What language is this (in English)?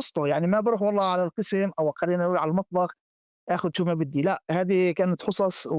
North Levantine Arabic